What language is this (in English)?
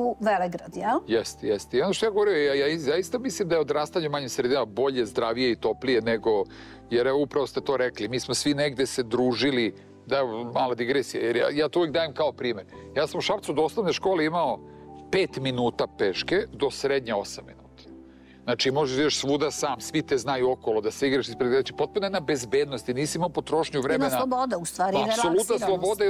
Serbian